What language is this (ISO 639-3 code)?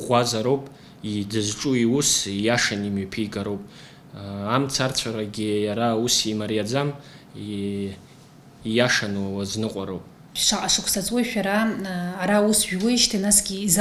abk